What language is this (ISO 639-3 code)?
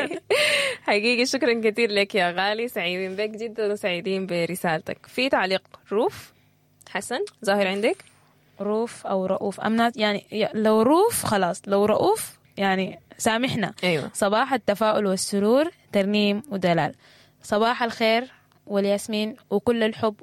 apd